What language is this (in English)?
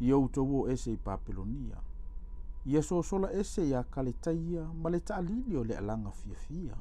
Samoan